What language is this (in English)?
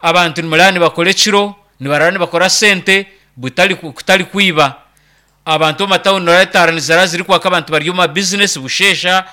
Nyankole